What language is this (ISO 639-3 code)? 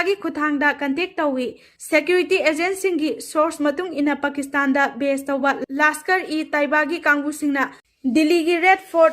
mni